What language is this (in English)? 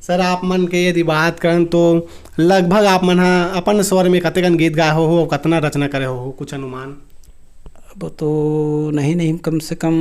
Chhattisgarhi